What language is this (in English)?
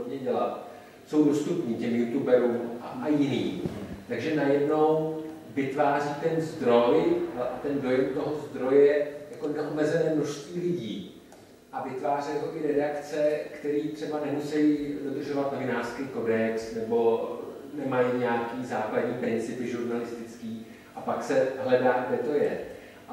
Czech